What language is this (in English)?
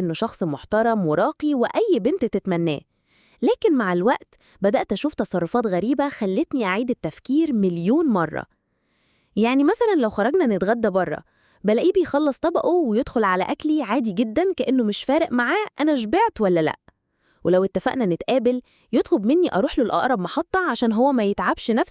Egyptian Arabic